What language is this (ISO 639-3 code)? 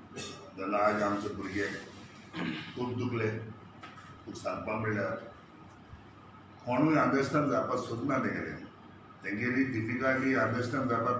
kok